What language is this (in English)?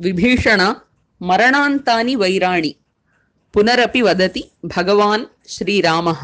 Sanskrit